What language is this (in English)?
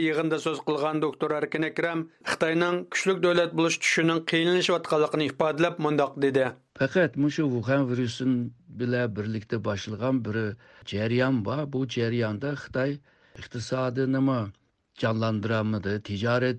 Uyghur